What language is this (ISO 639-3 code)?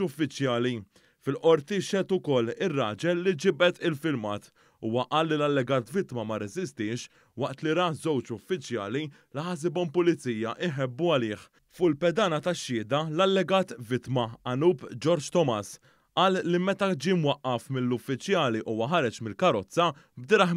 mlt